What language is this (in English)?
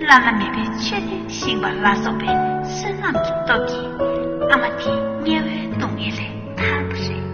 Tibetan